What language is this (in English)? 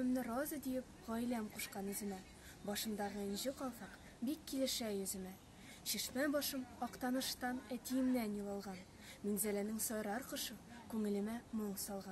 Tatar